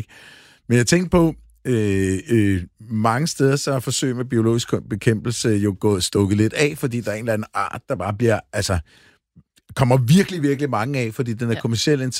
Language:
Danish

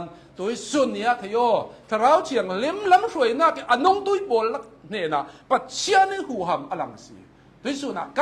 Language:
Hakha Chin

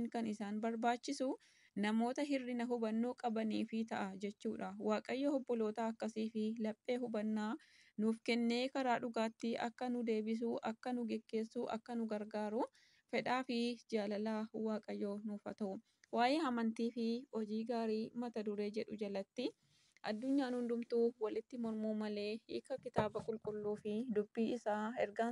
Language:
Oromo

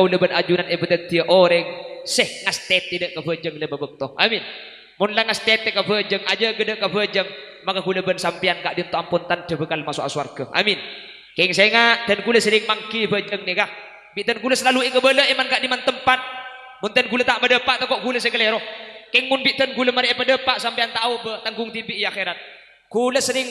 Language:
Madurese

